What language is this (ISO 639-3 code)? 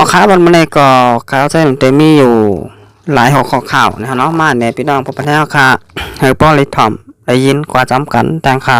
shn